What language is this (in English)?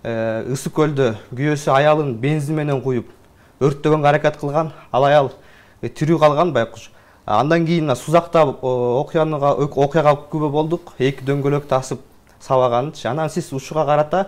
Kyrgyz